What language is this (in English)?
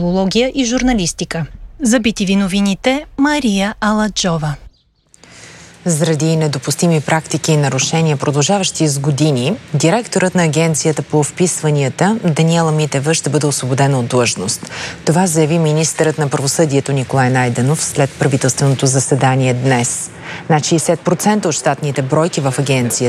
Bulgarian